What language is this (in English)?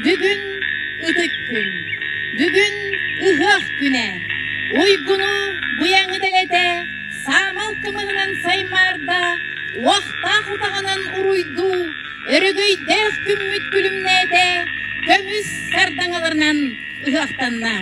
Yakut